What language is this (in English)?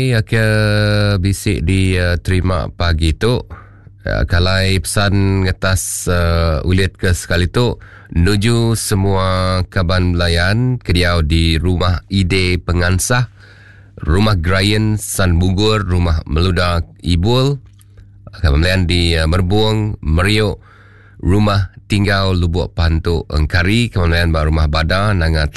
Iban